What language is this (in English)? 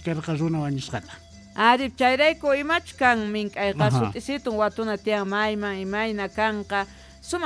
Quechua